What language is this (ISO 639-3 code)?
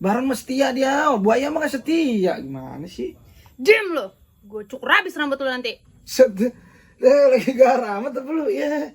bew